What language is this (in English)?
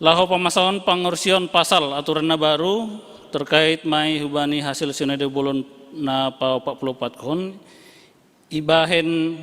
Batak Simalungun